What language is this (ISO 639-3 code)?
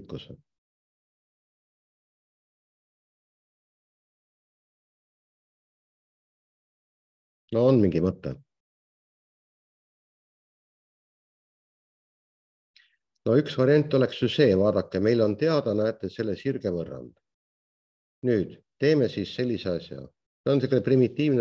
est